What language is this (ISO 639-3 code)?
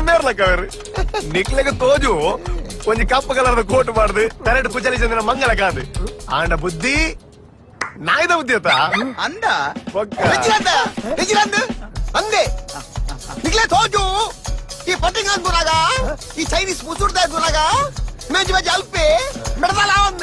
tcy